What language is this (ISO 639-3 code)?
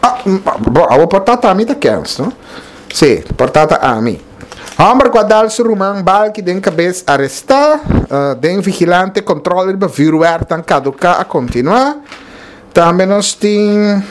pap